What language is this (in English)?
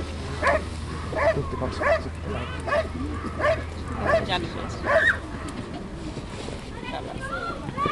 Finnish